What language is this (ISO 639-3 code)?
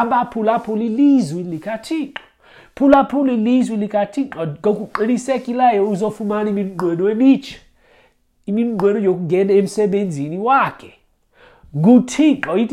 xho